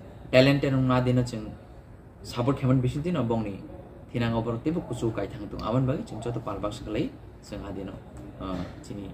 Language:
Kok Borok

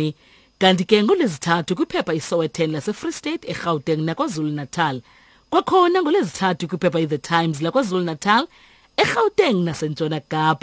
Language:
Xhosa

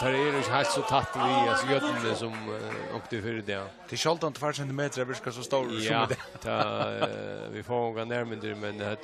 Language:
Faroese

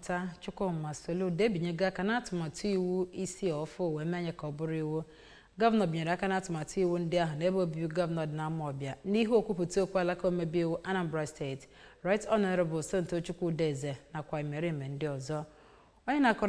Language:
Igbo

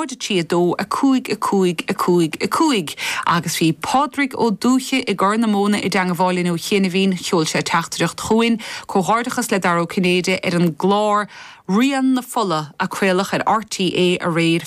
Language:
Irish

